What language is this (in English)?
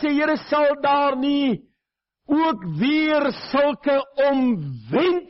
Afrikaans